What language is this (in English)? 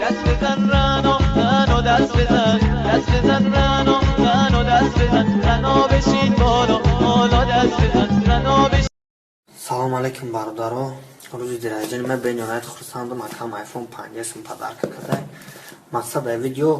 Tajik